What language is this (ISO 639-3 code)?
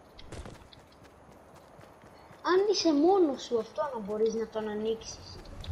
ell